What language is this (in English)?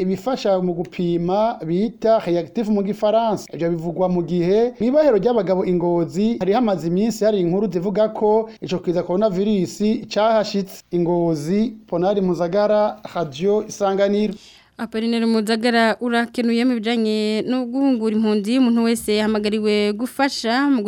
Rundi